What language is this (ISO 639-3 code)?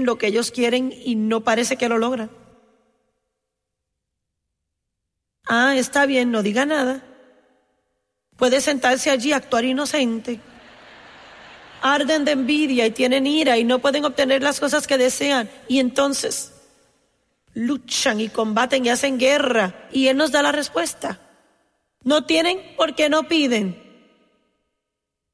spa